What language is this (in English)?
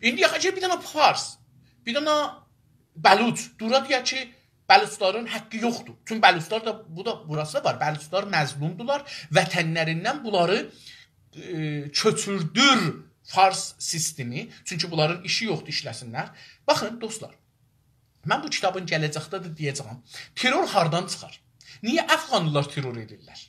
South Azerbaijani